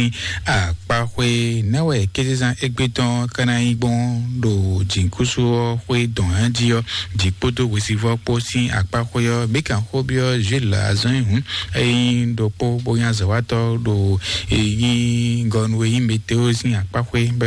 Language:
Fon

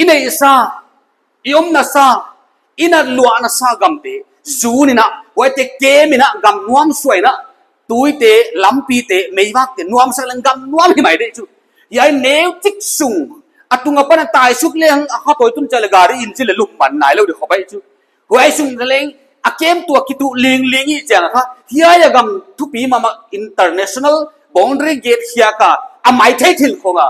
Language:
Paite Chin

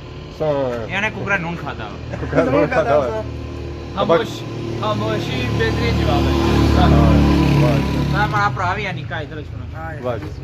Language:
Pahari-Potwari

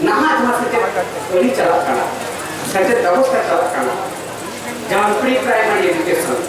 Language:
Santali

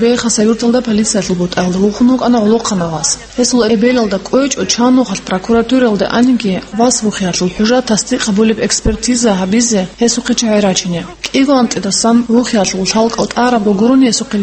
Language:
Avaric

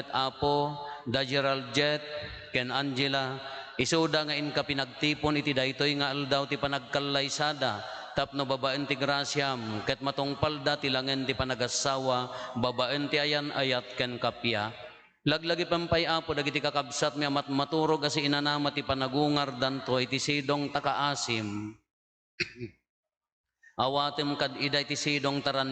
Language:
Iloko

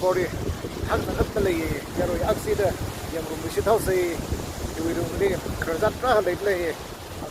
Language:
Tangkhul Naga (India)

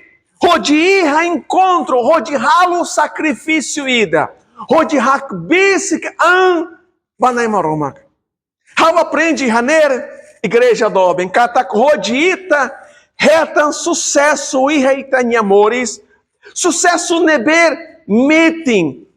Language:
Tetum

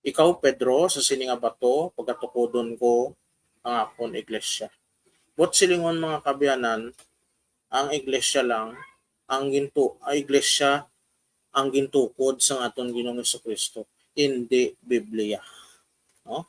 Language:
Hiligaynon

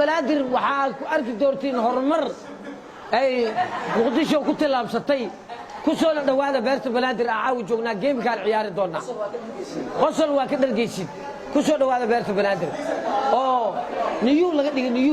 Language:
Somali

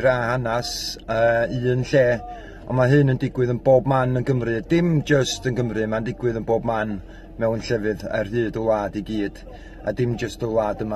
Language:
Welsh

